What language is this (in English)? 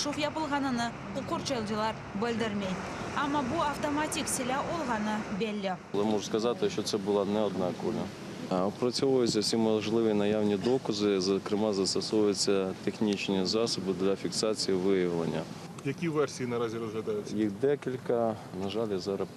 Crimean Tatar